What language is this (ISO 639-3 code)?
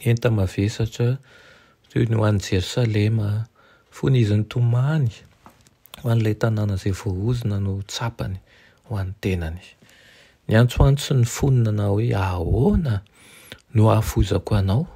mlg